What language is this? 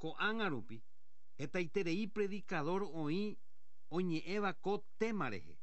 Guarani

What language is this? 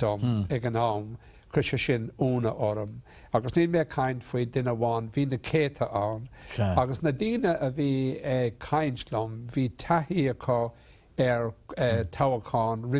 Irish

